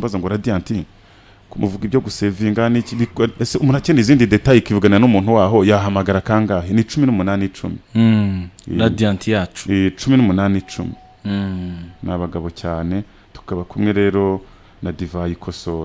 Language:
Kinyarwanda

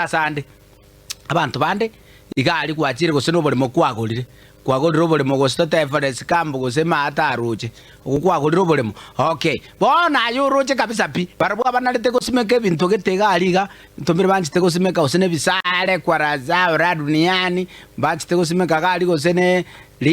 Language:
Gusii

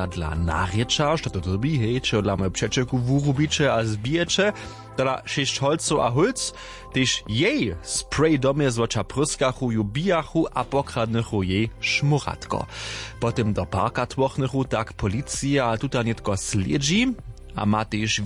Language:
Upper Sorbian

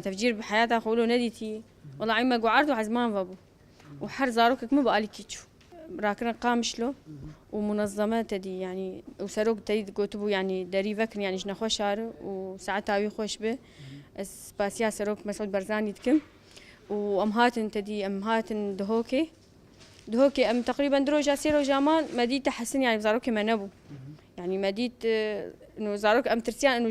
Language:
Kurdish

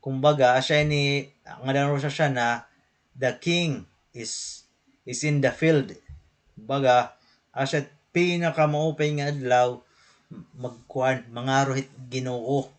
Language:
Waray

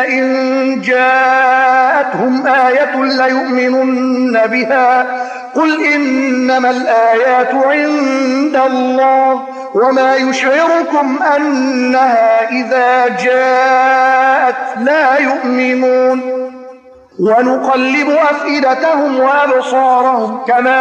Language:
Arabic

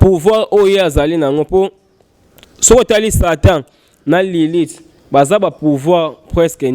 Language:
Lingala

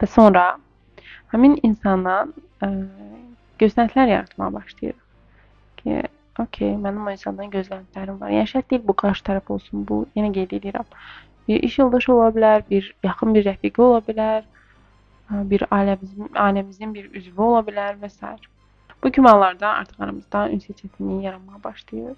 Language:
Azerbaijani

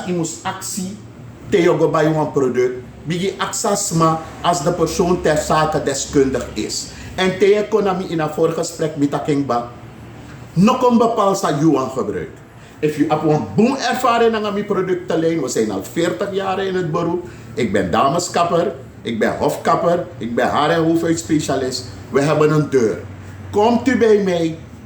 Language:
Sranan Tongo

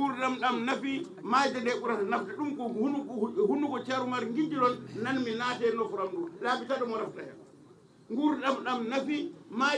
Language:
Fula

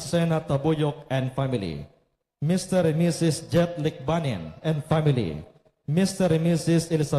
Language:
Hiligaynon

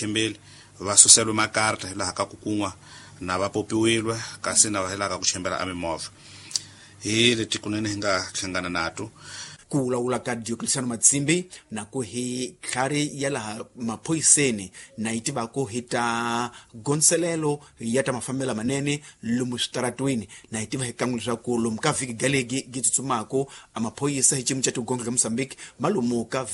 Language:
Tsonga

